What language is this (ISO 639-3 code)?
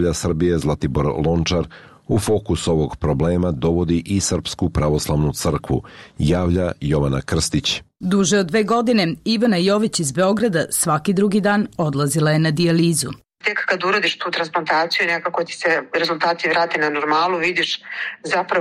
srp